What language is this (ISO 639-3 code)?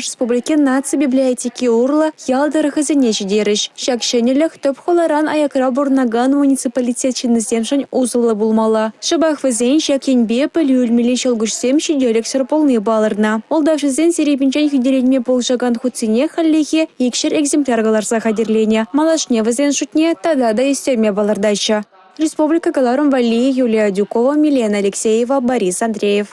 chv